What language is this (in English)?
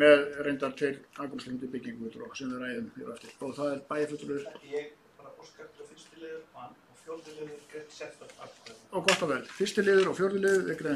Icelandic